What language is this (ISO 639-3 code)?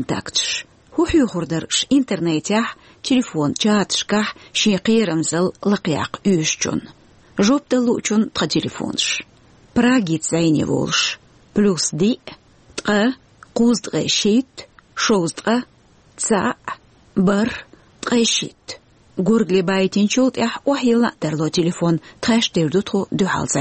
che